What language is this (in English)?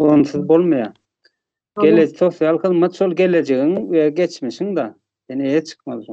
Turkmen